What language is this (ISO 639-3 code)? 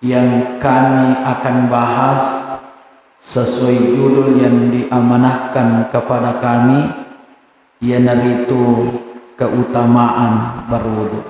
bug